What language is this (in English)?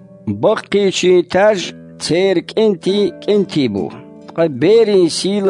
Chechen